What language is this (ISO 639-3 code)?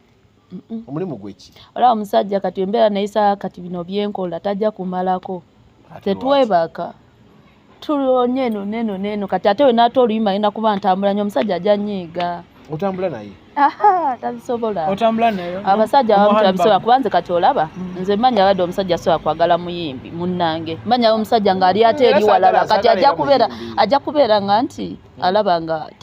lug